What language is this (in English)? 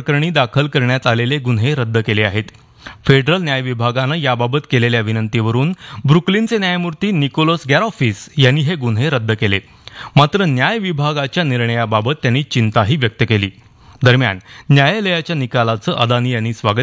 Marathi